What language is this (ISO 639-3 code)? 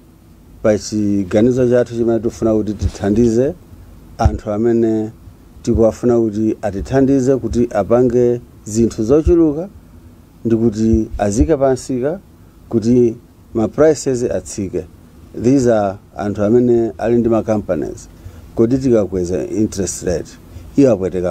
nya